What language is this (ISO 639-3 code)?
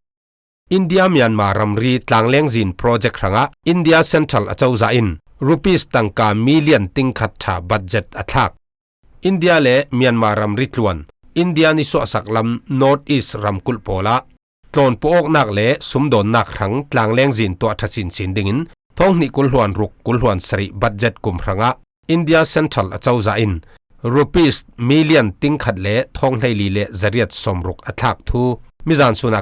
cfm